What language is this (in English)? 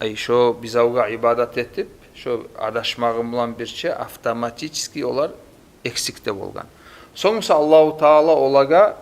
Kumyk